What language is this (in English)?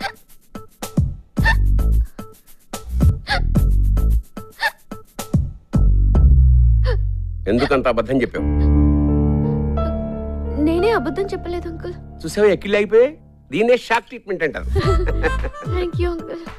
Telugu